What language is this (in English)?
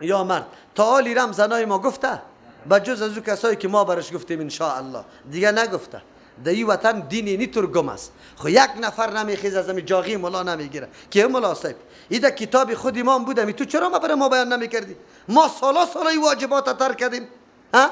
Persian